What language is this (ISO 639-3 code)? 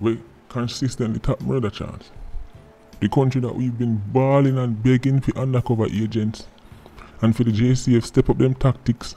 jam